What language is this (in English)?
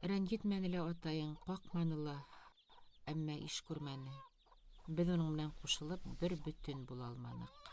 Bashkir